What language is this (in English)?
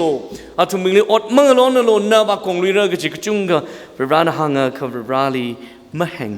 Tangkhul Naga (India)